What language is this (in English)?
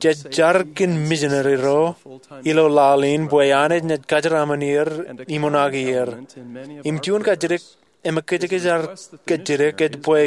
Marshallese